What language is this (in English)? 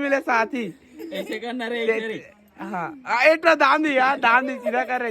Chhattisgarhi